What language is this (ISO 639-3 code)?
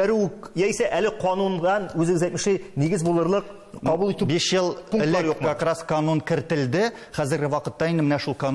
tat